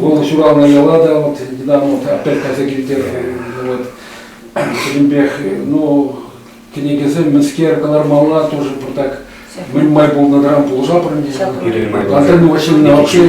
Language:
Chuvash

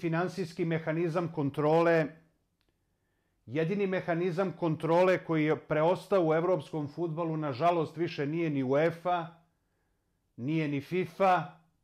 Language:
Serbian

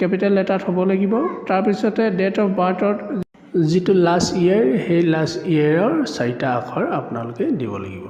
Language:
Assamese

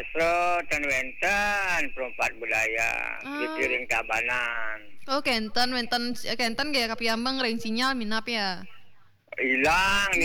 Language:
Balinese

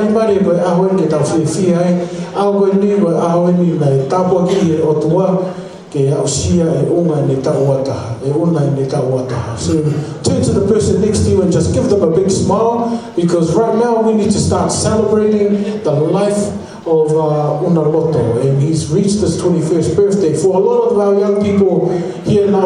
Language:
Tongan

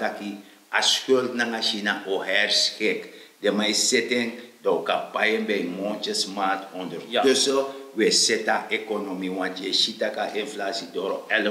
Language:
Sranan Tongo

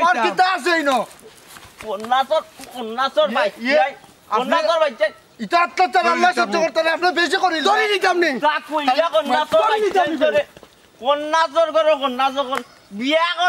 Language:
Sylheti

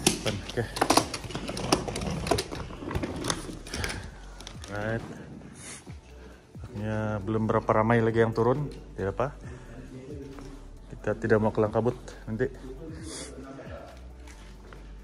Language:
Malay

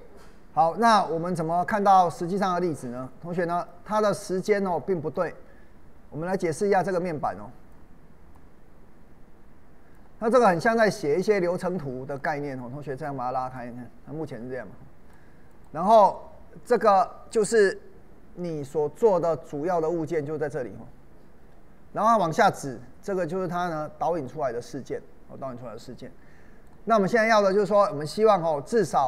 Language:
Chinese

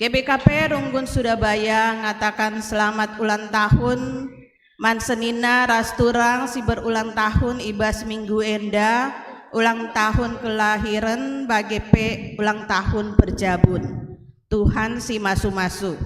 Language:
Batak Karo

